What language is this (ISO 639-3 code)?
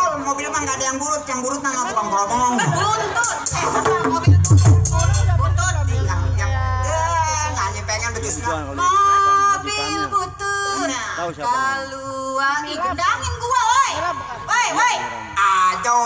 bew